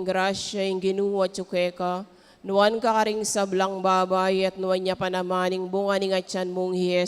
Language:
Pampanga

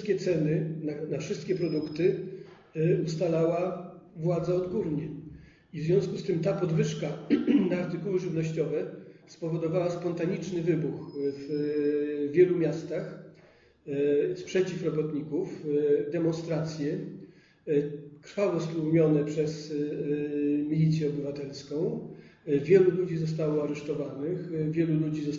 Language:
Polish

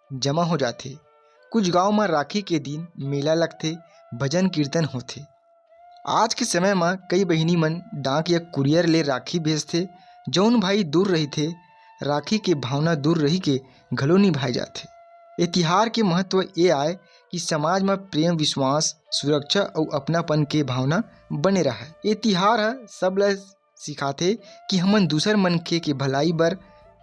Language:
Chhattisgarhi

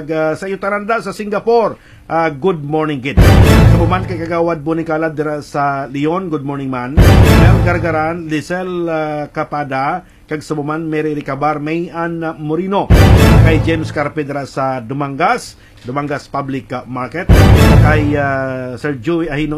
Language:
Hiligaynon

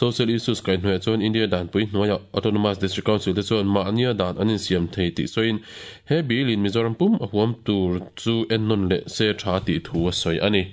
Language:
Mizo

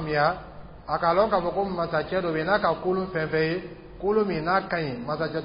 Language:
Dyula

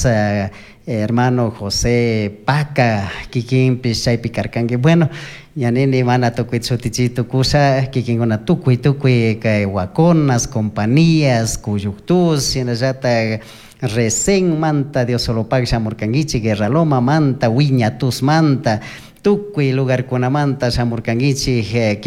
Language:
Chimborazo Highland Quichua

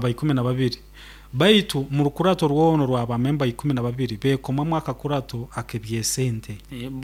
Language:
Nyoro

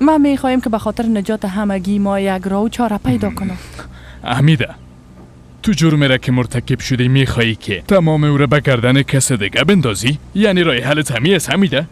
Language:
Persian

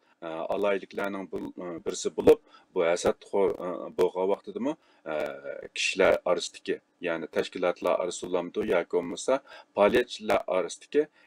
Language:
Uyghur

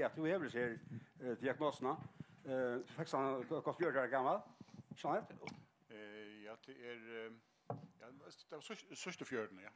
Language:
Faroese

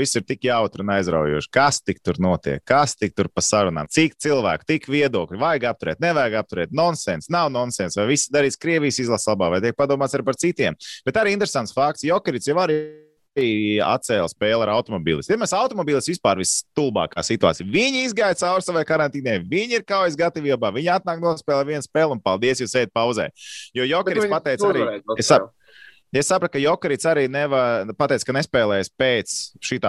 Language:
Latvian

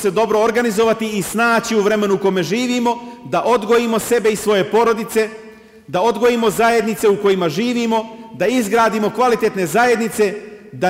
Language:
Bosnian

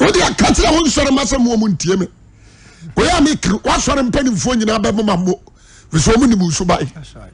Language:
Akan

